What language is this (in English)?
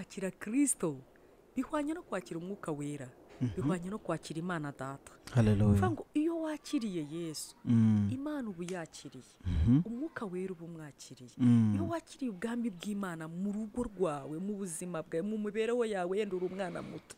Kinyarwanda